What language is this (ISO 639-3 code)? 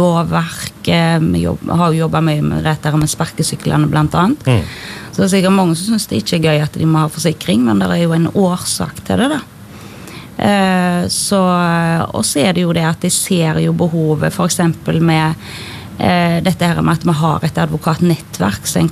nor